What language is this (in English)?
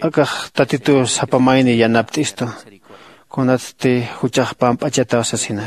Aymara